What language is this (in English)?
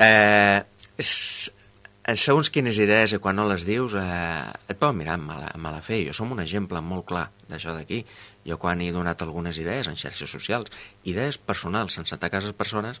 Catalan